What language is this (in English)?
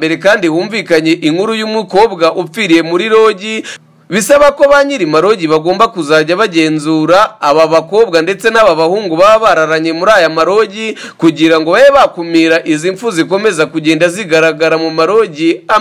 Kinyarwanda